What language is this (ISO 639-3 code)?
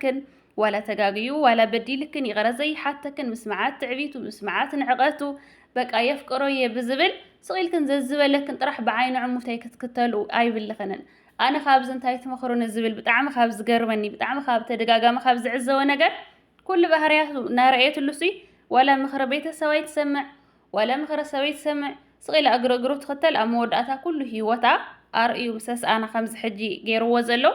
tir